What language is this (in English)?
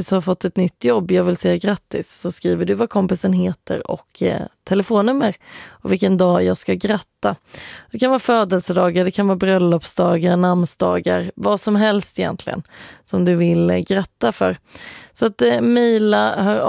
Swedish